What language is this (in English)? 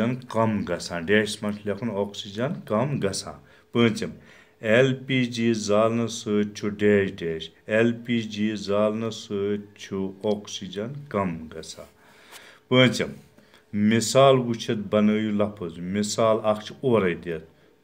Kashmiri